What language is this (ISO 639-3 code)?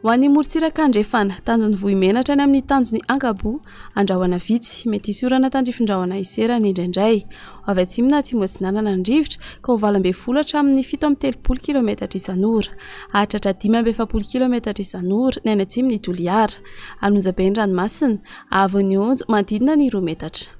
mlg